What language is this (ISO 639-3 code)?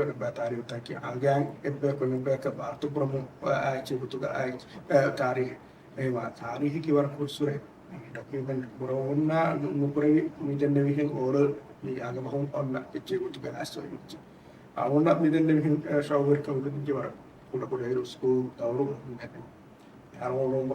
div